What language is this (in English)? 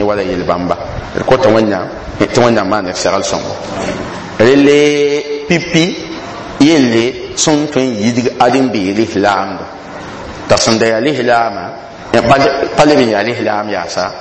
Mossi